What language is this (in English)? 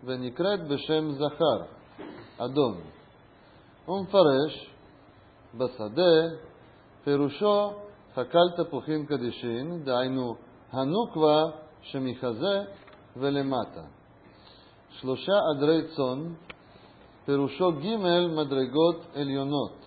Hebrew